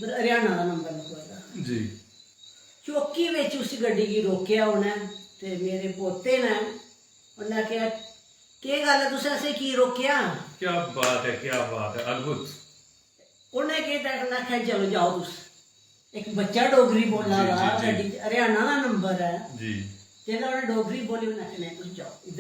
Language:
Dogri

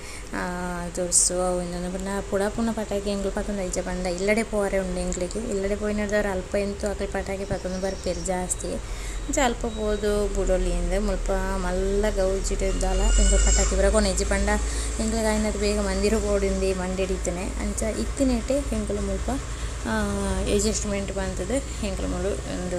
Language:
Tulu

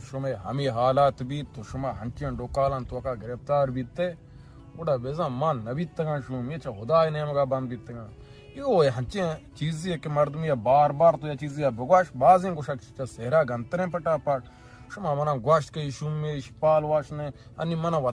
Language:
Baluchi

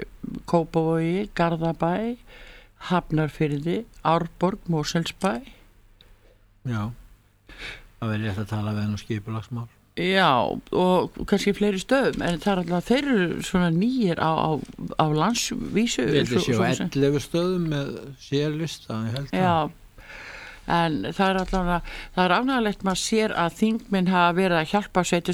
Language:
Icelandic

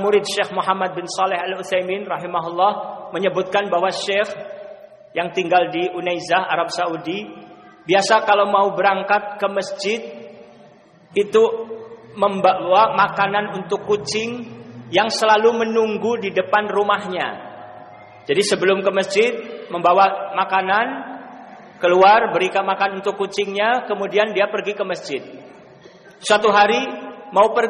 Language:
Indonesian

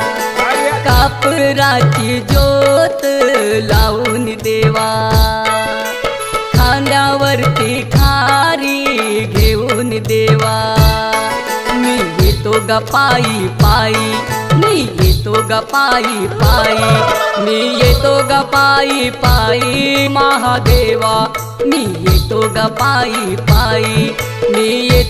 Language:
Marathi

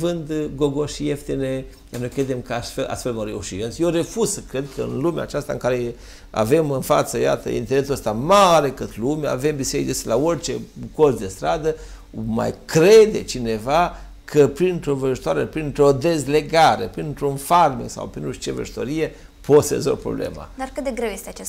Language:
Romanian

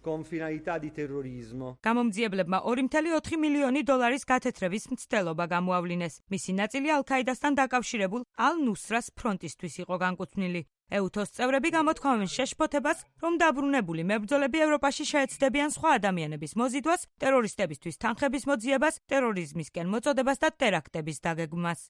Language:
Georgian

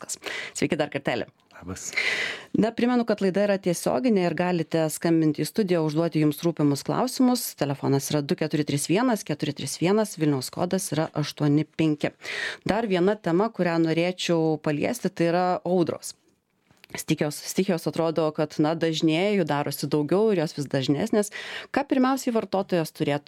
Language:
Lithuanian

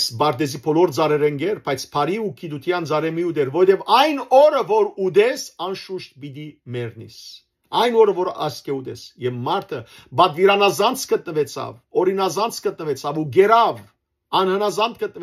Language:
Western Armenian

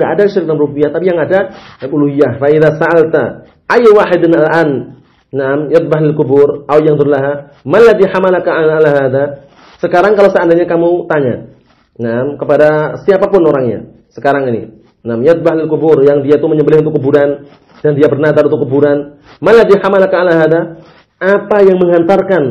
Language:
Indonesian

